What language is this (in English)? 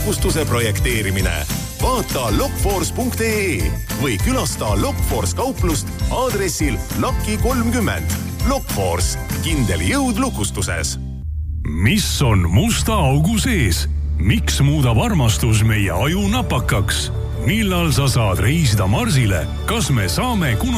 Estonian